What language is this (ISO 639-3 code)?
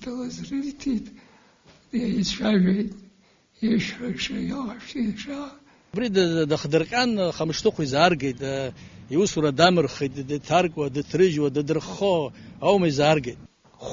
abk